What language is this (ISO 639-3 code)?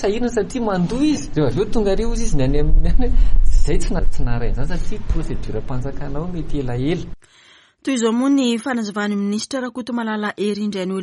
mlg